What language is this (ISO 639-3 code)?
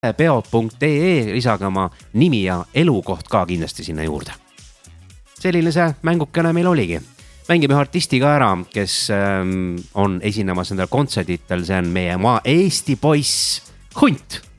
est